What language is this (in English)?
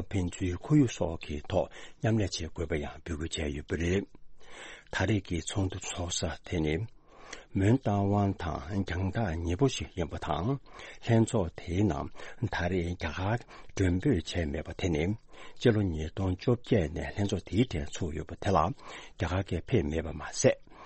Tibetan